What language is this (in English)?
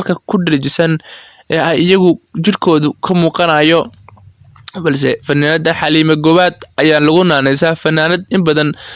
Somali